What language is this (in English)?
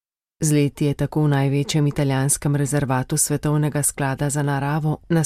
Slovenian